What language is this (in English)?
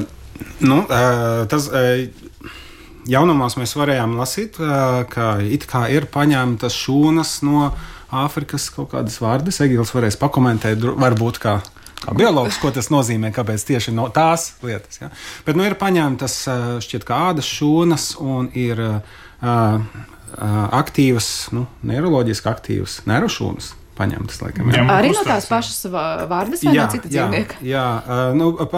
Latvian